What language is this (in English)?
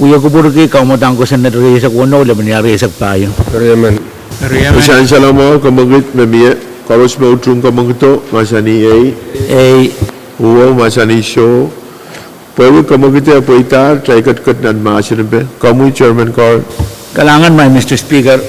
Pohnpeian